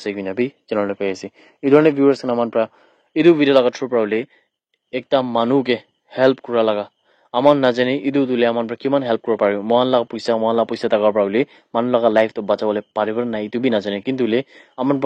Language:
Naga Pidgin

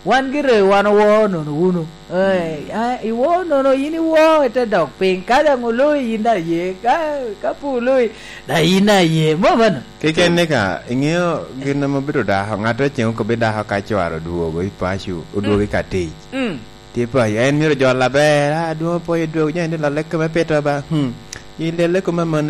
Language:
Lango (Uganda)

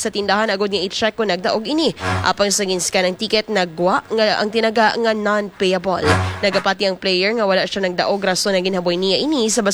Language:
Hiligaynon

